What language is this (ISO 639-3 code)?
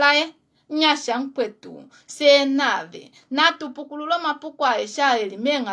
kua